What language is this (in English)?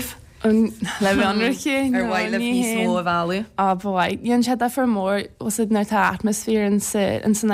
Irish